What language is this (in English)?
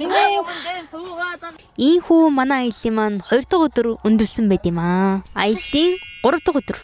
Mongolian